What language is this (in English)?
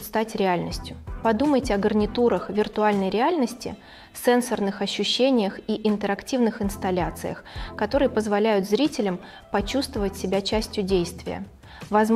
Russian